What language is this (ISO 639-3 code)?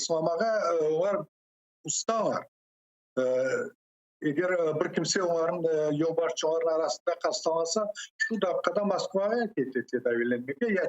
crh